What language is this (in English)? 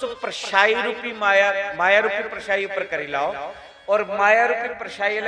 Dogri